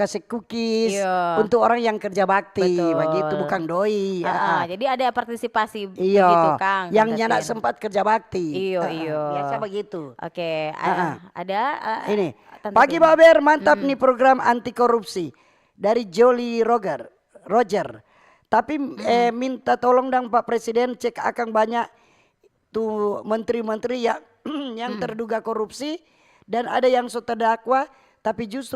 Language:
Manado Malay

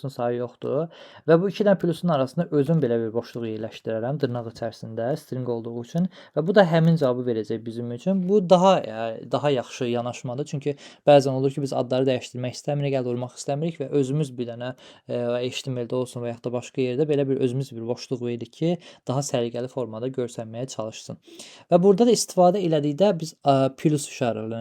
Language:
Azerbaijani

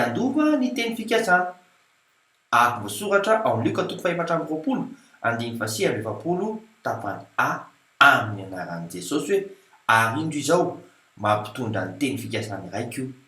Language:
Malagasy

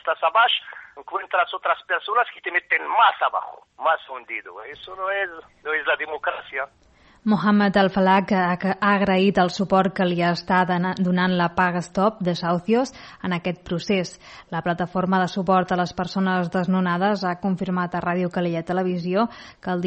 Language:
Catalan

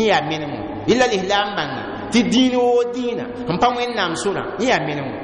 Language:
Mossi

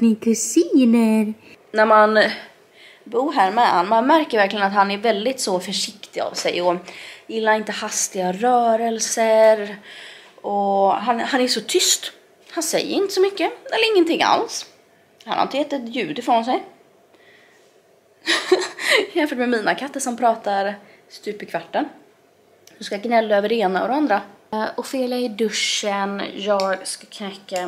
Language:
Swedish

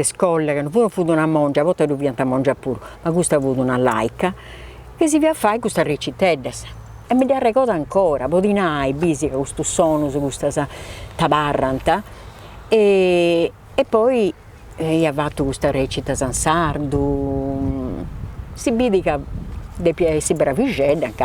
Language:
Sardinian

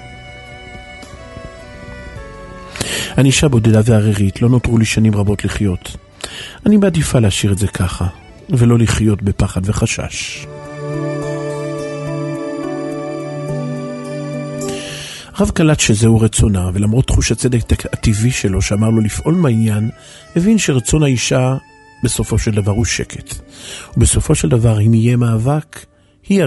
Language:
Hebrew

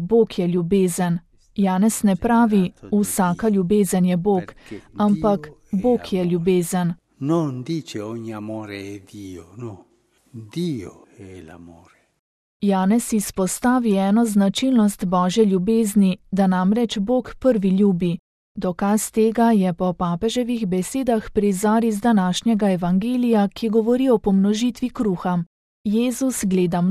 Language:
Slovenian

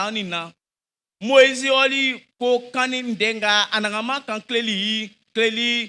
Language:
Baoulé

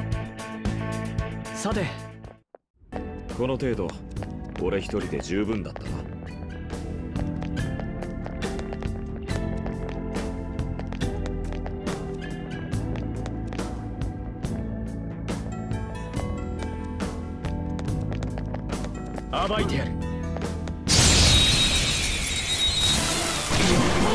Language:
Japanese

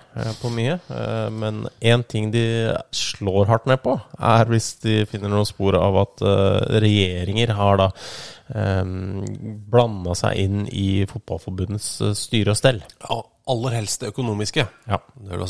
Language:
Norwegian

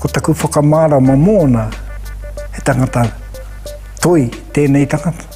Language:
Māori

